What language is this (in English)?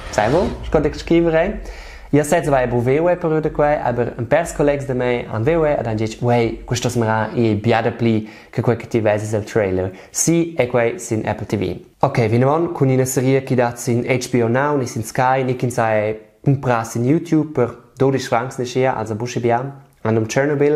Romansh